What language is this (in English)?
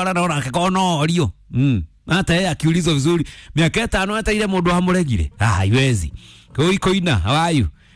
Kikuyu